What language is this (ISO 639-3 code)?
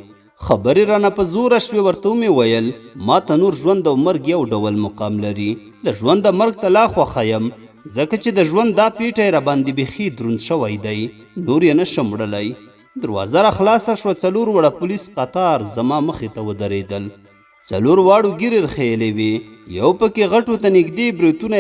pus